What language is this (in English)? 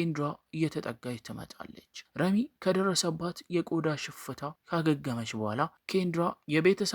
Amharic